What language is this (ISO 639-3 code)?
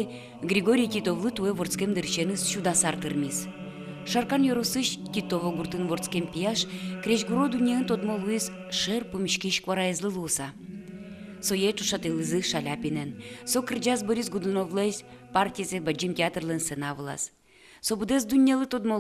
udm